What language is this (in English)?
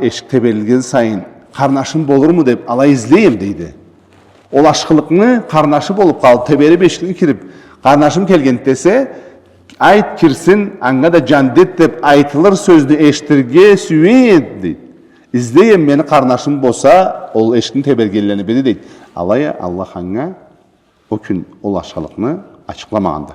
Karachay-Balkar